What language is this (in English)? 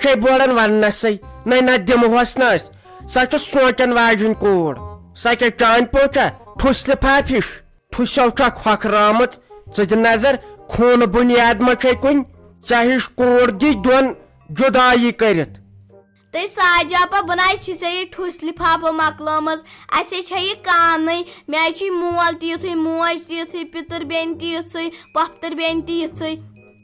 Kashmiri